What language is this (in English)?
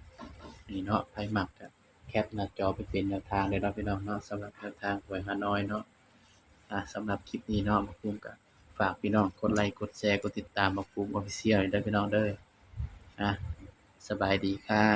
Northeastern Thai